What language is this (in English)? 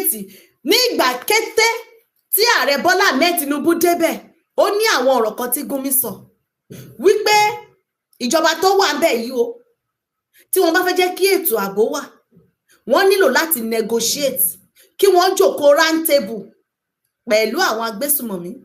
Yoruba